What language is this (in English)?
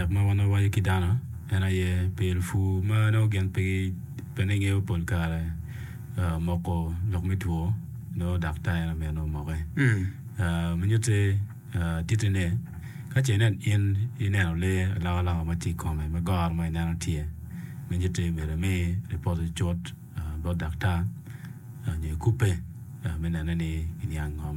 Acoli